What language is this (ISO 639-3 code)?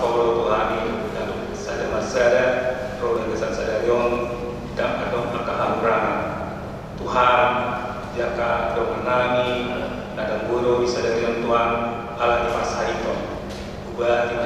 bbc